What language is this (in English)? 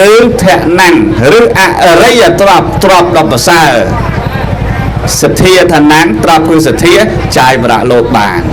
Khmer